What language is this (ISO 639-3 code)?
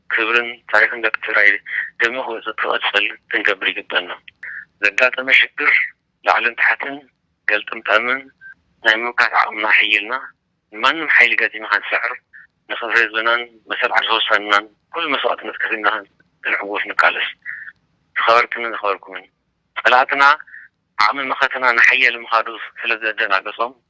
tir